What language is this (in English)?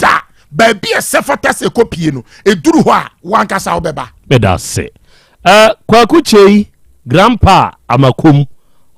Akan